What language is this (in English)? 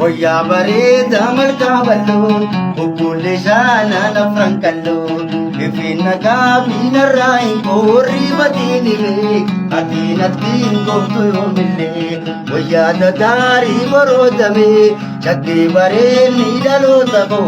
Oromo